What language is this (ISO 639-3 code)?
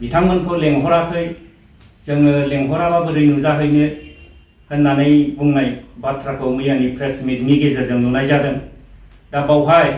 brx